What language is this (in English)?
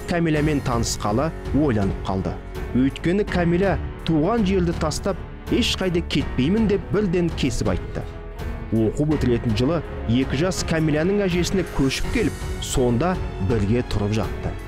Kazakh